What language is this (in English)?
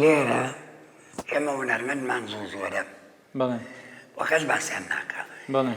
Central Kurdish